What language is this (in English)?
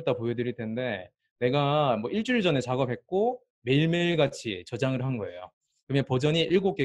Korean